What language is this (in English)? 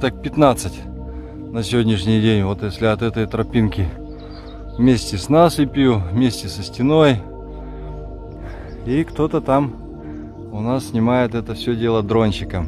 Russian